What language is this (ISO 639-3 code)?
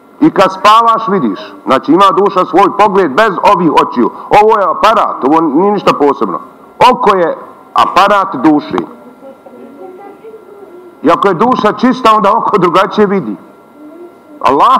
bos